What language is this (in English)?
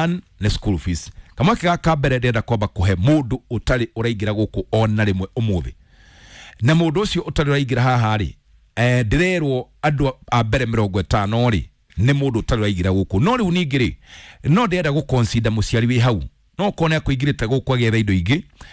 Kikuyu